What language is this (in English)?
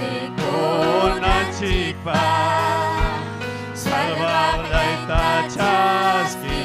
Ayacucho Quechua